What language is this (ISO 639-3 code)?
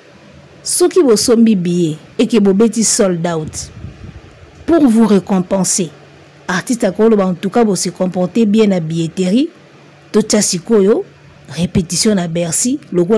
lin